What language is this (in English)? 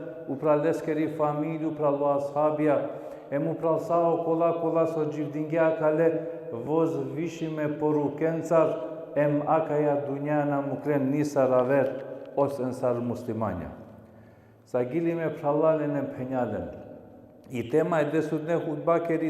Balkan Romani